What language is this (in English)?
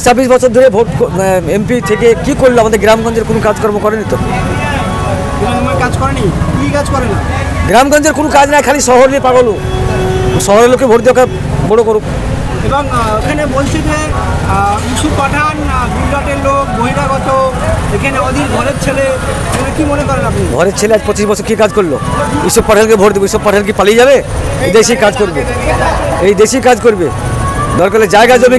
Bangla